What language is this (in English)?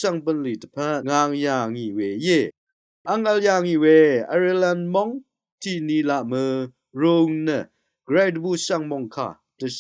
Rawang